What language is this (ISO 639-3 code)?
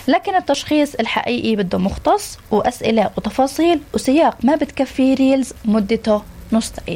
apc